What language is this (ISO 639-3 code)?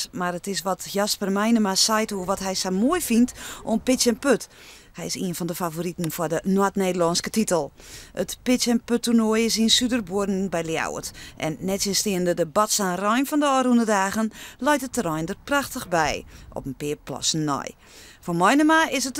fry